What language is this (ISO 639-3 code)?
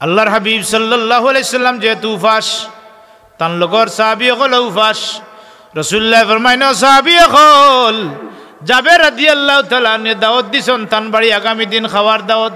syl